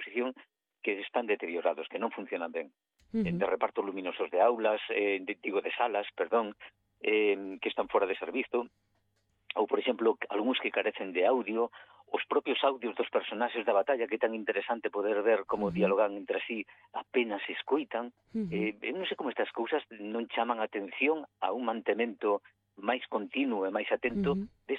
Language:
Galician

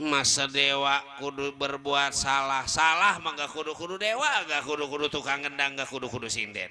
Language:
Betawi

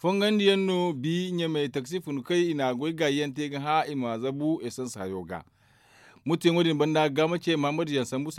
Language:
Zarma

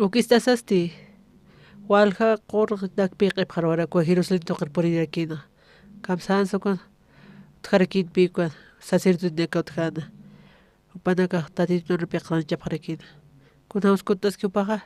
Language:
Aymara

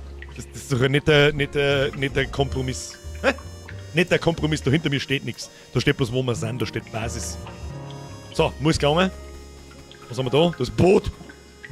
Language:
Bavarian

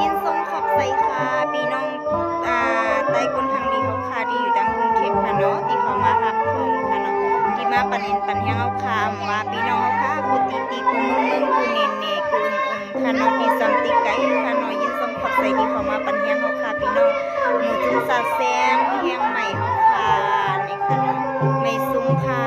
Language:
Shan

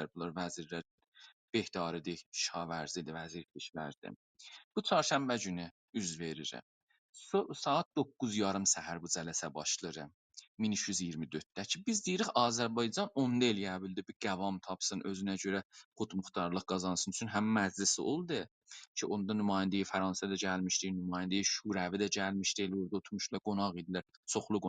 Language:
South Azerbaijani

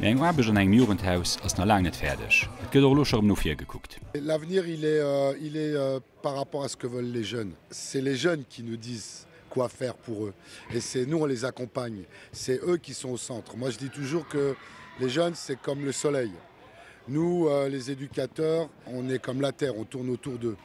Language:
Luxembourgish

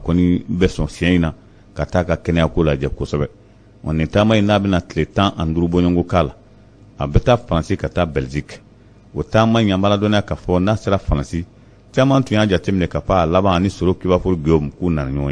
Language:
Bambara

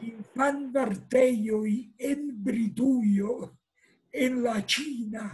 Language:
Esperanto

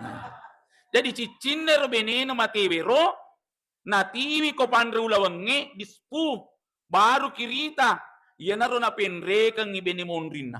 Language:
Buginese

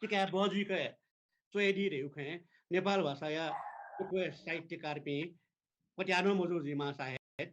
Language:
Newari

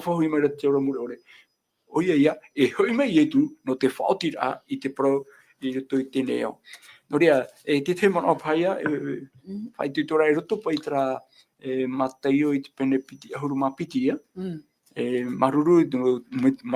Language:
Tahitian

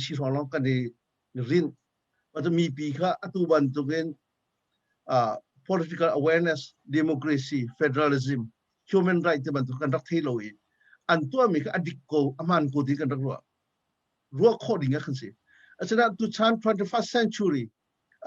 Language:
Hakha Chin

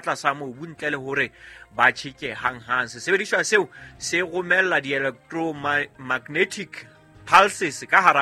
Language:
Southern Sotho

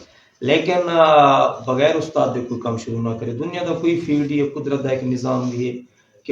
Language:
Saraiki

